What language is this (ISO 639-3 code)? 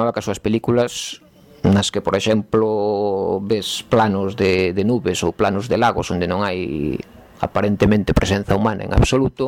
glg